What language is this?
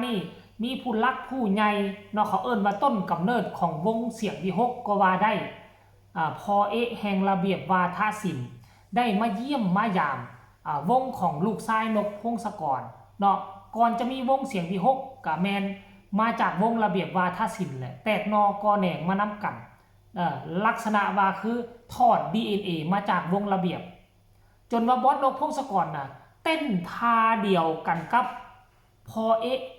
Northeastern Thai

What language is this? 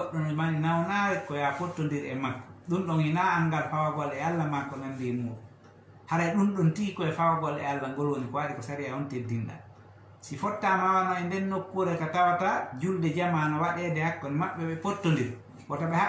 Fula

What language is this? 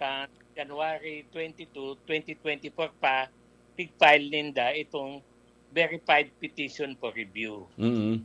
Bikol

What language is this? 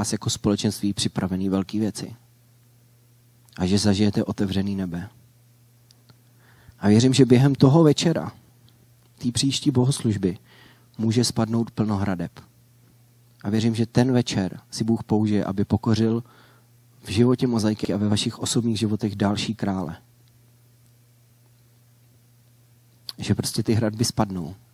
Czech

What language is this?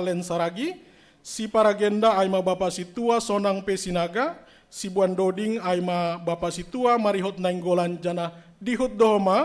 Batak Simalungun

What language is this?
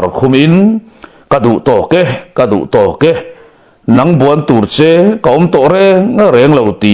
Mizo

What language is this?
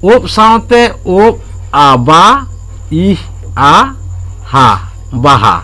Santali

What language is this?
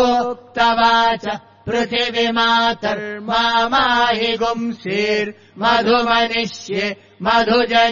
Sanskrit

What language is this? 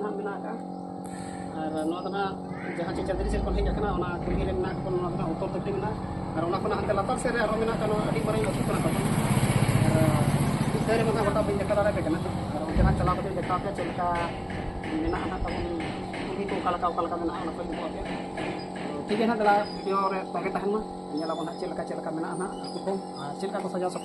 Santali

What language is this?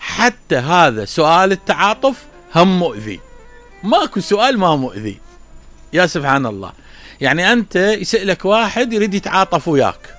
Mesopotamian Arabic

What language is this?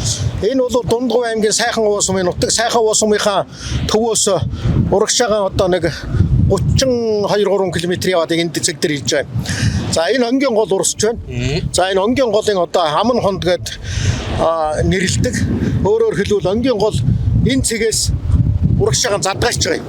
Mongolian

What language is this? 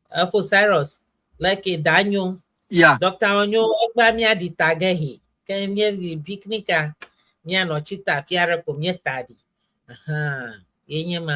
Ewe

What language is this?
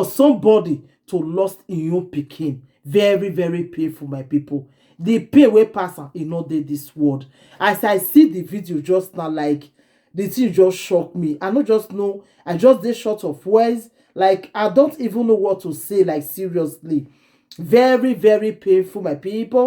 Nigerian Pidgin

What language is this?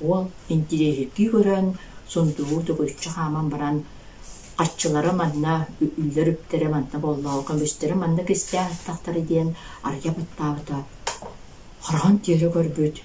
Yakut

